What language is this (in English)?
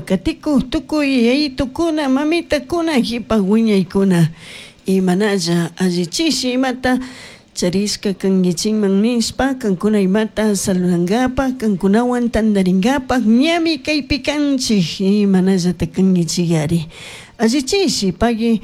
Chimborazo Highland Quichua